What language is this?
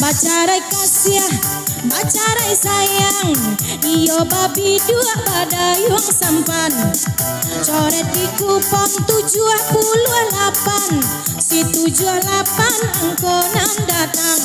Minangkabau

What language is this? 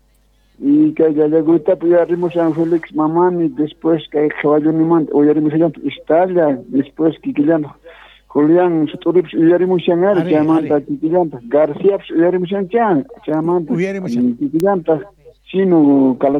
Quechua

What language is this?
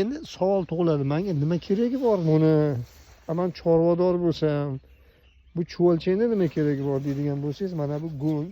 Uzbek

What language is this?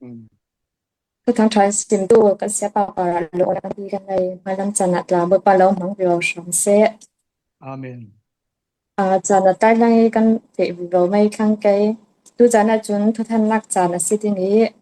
Falam Chin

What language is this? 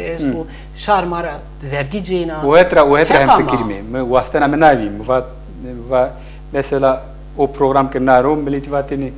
Zaza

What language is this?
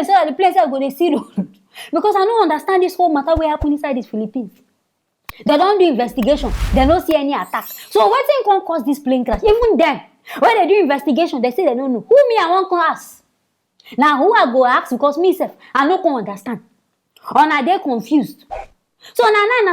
Nigerian Pidgin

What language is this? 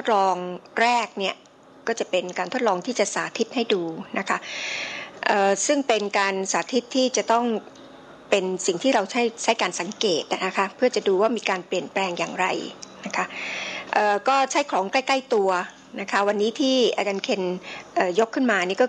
Thai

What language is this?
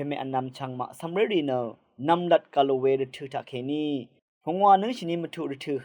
Rawang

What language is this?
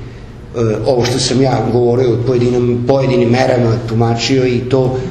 Serbian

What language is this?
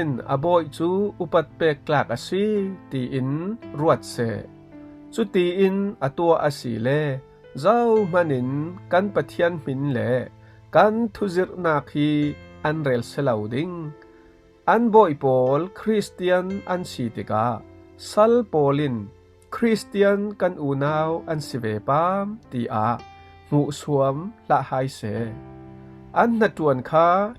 Falam Chin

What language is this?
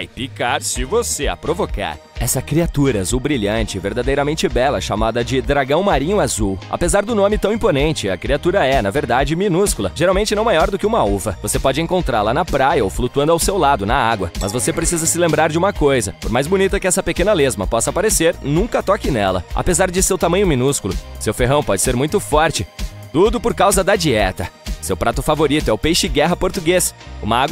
Portuguese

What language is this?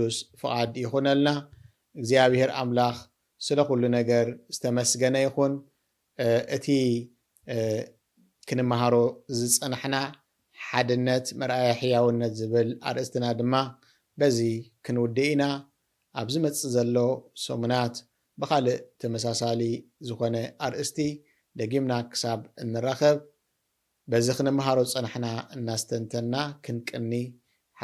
Tigrinya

